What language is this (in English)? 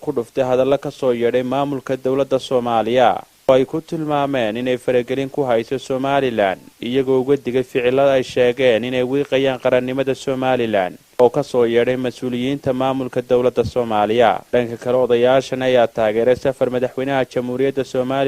Somali